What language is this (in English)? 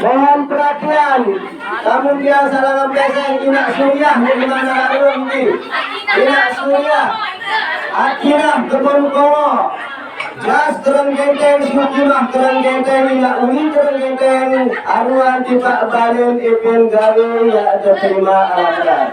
Sasak